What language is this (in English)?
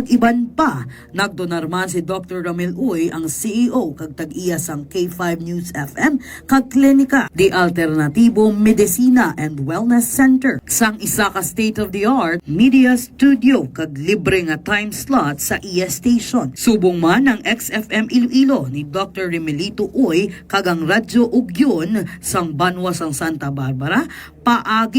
Hiligaynon